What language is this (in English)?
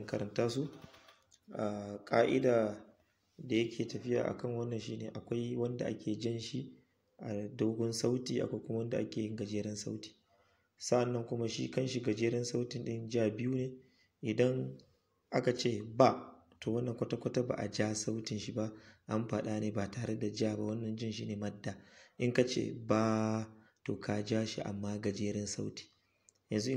Hausa